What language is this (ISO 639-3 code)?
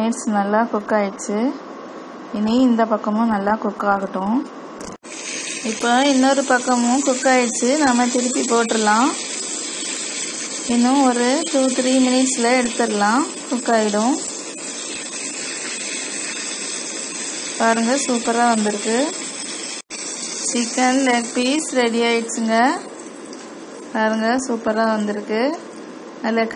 tam